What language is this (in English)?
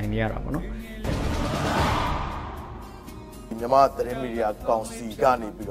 Burmese